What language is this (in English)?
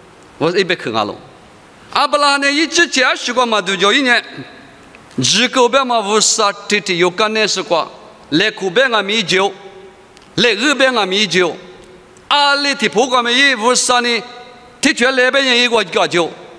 Lisu